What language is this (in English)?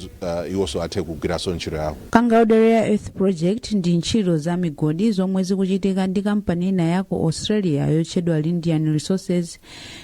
Nyanja